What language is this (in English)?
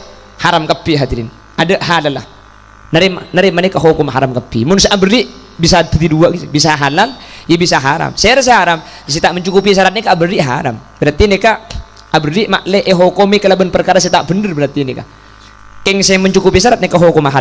Madurese